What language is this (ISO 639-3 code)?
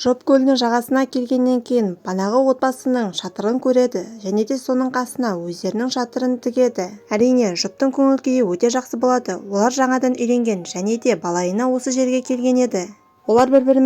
kaz